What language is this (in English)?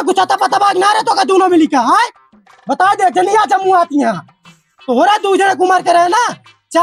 Awadhi